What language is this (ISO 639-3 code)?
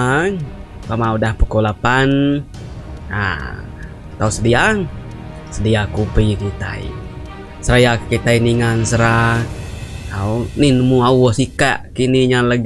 iba